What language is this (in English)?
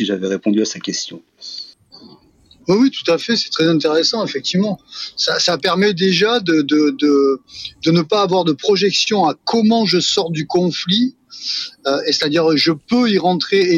French